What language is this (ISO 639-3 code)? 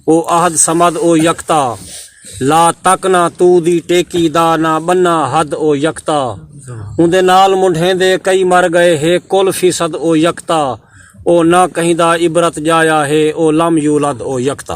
skr